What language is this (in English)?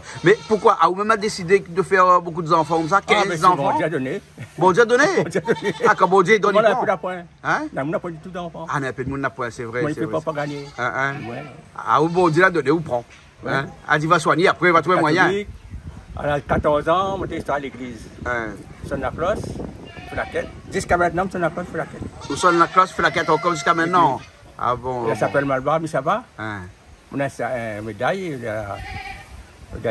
Réunion Creole French